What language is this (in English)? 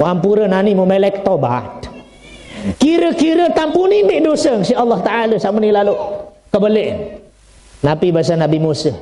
Sasak